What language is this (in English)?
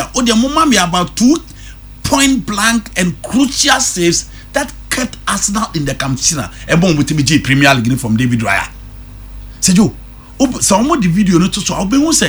Akan